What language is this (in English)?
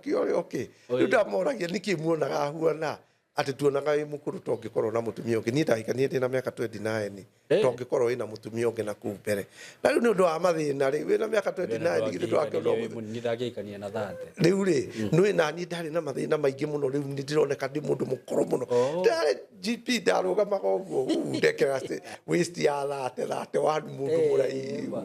Kikuyu